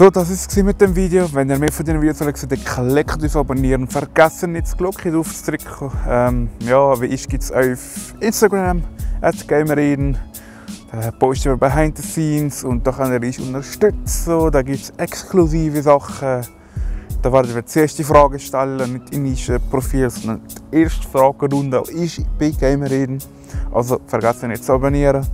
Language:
Swiss German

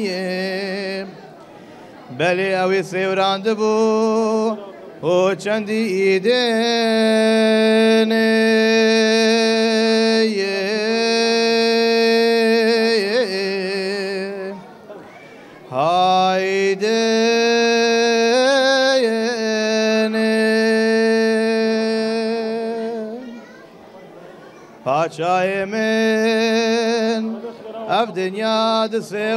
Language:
Kurdish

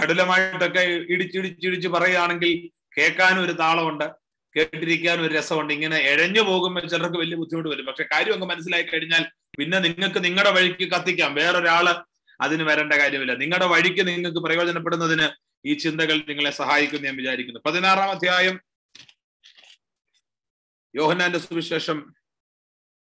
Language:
Malayalam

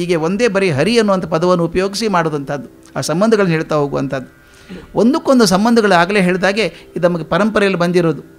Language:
Kannada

